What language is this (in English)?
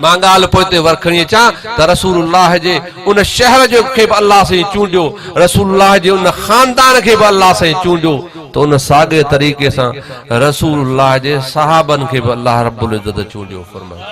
Sindhi